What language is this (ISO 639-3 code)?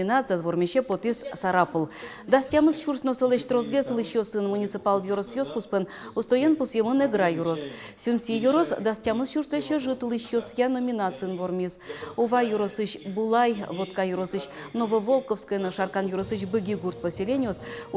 udm